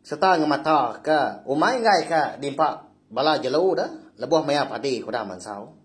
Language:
Iban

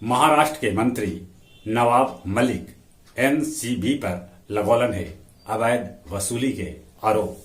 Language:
Magahi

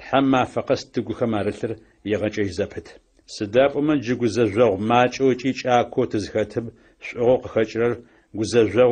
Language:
Adyghe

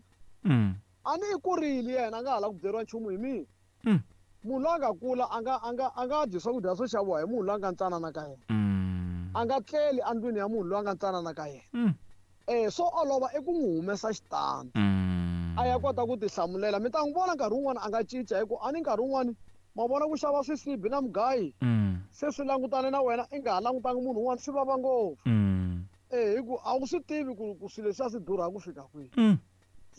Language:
Tsonga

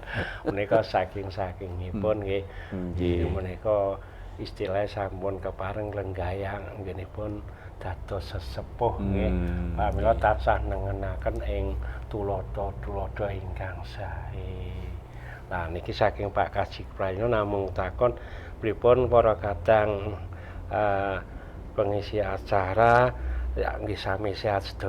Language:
Javanese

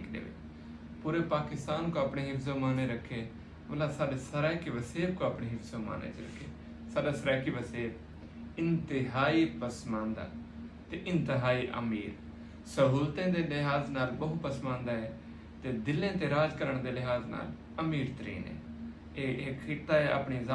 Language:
Saraiki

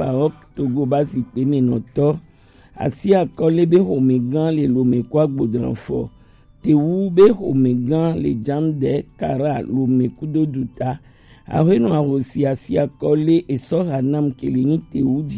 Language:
Gen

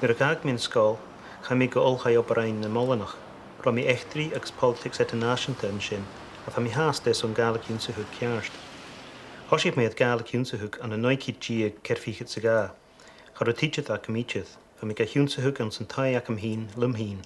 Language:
Scottish Gaelic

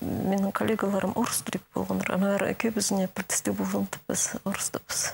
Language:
Khakas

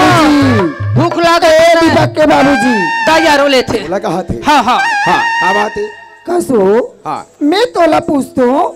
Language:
Chhattisgarhi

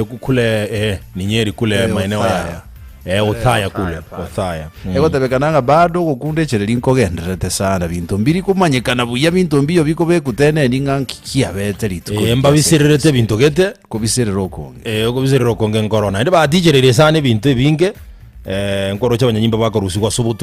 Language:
Gusii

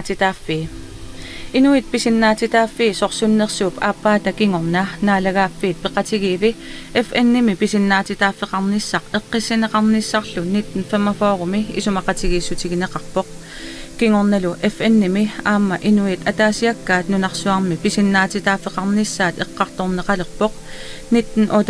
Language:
Kalaallisut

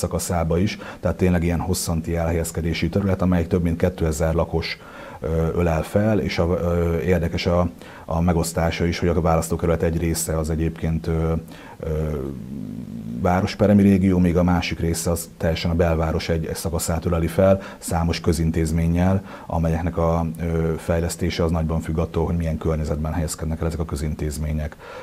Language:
Hungarian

